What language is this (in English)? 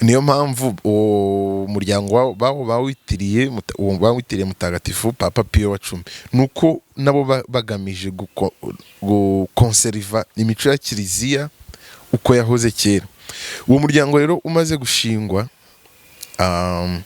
Kinyarwanda